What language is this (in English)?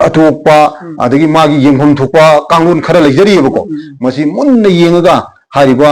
Manipuri